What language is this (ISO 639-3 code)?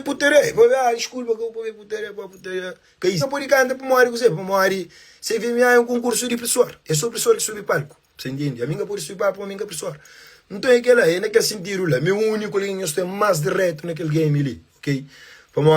kea